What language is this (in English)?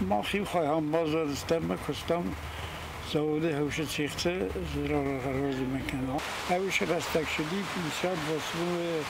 Ossetic